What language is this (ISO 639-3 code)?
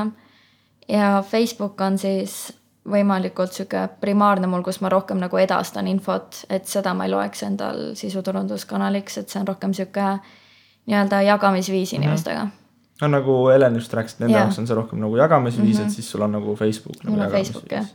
est